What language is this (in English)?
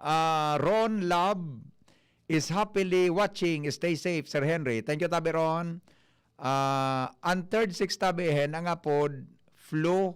Bikol